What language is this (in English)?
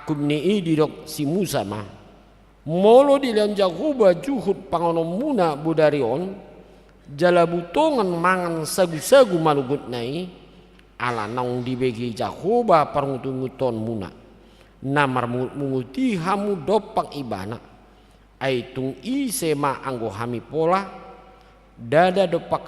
Batak Toba